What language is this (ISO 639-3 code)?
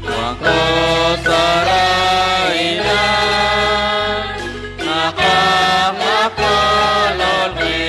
kek